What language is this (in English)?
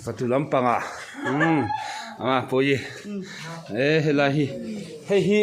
Mizo